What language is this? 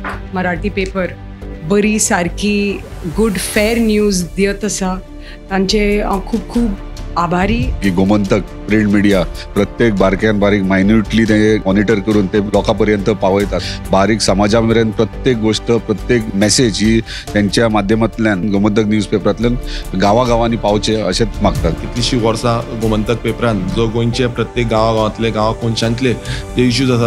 Konkani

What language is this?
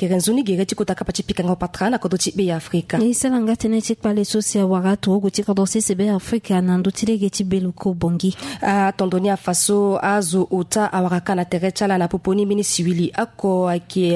Sango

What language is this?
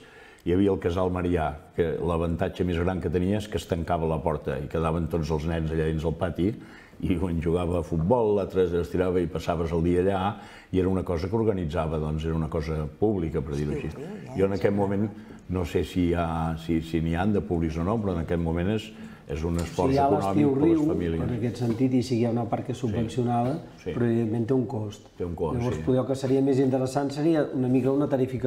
Catalan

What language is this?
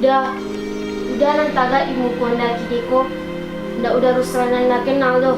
Minangkabau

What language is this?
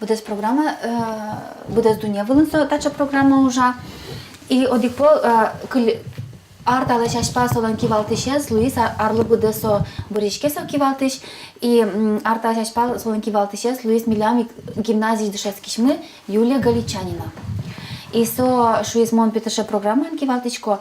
Udmurt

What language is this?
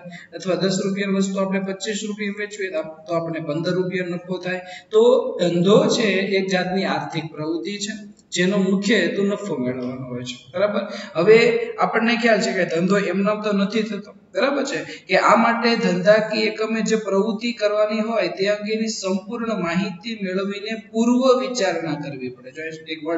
Gujarati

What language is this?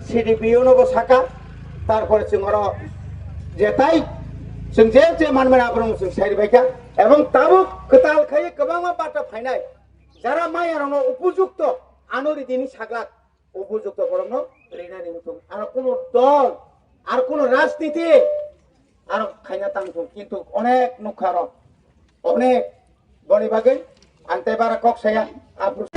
Kok Borok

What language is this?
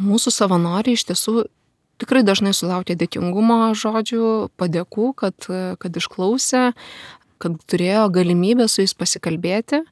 Lithuanian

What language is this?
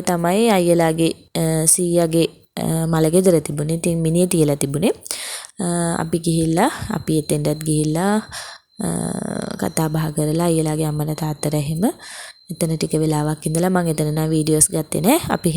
Sinhala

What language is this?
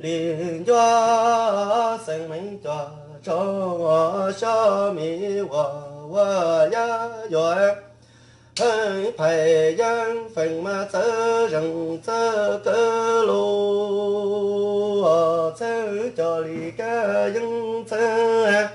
Hmong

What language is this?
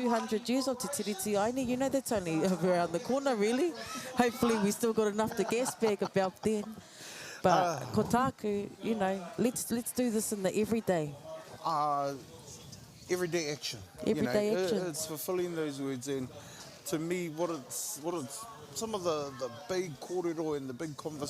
Māori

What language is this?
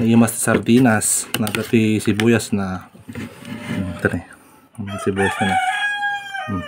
Iloko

